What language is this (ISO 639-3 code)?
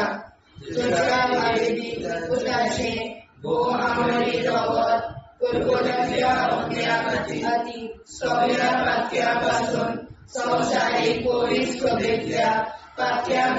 kok